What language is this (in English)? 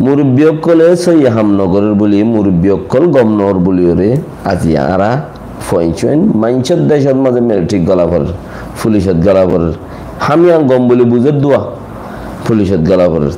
Rohingya